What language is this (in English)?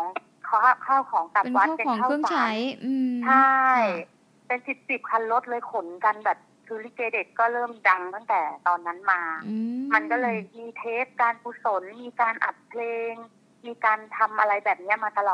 Thai